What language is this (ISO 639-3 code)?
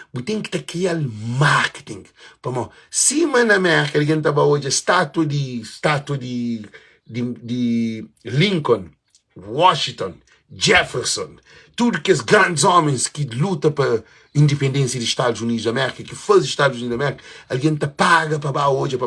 kea